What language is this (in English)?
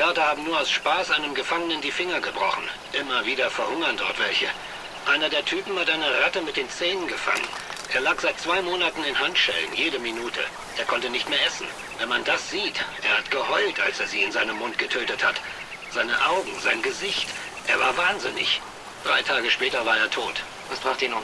Bavarian